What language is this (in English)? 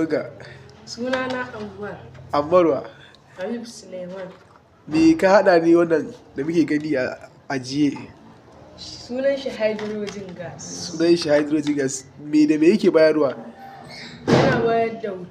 Hausa